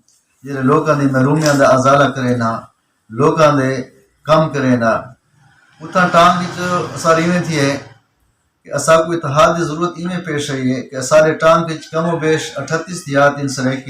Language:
Saraiki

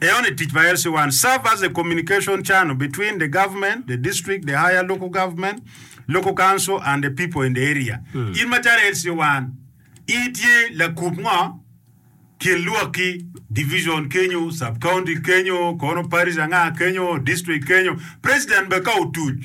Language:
Acoli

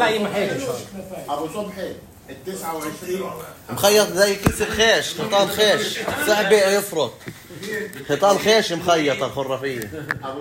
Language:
North Levantine Arabic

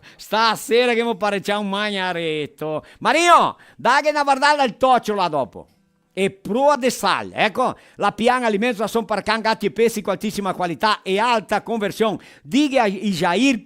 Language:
Venetian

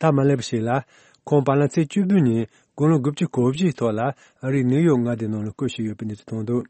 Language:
Tibetan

